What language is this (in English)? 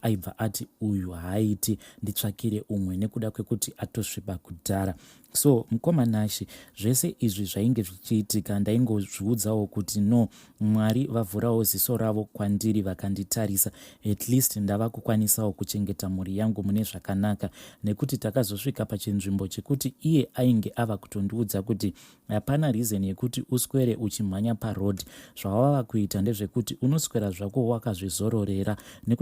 Shona